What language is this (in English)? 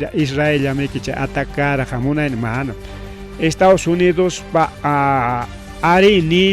Ayacucho Quechua